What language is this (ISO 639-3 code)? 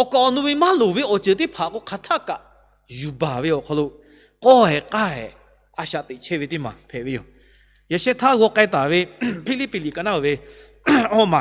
lhu